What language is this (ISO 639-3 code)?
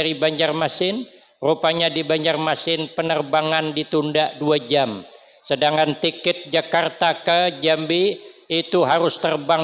bjn